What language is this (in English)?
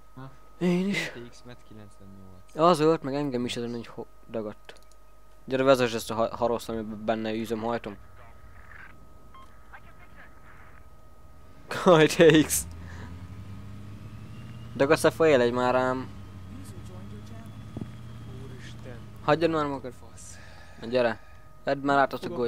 Hungarian